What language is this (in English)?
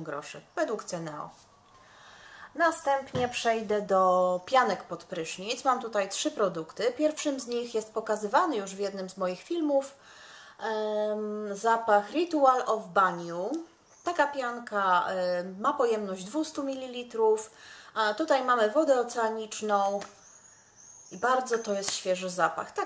Polish